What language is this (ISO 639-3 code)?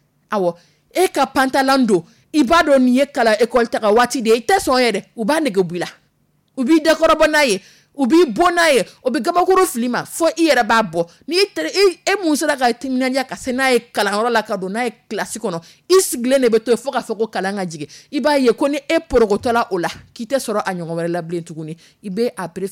dyu